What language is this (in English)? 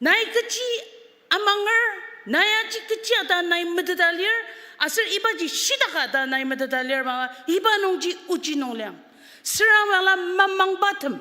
Ao Naga